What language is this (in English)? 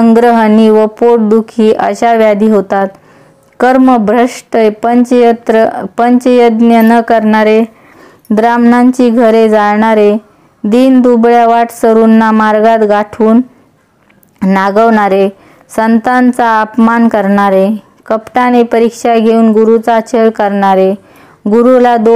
Marathi